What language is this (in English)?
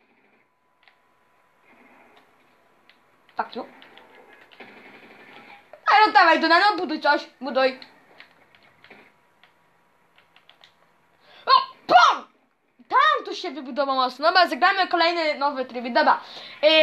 Polish